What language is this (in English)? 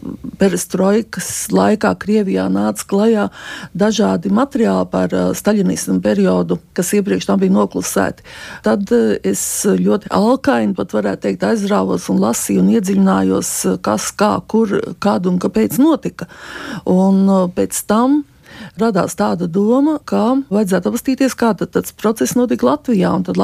Latvian